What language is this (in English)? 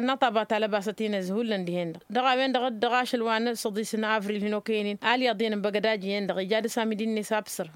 Tamasheq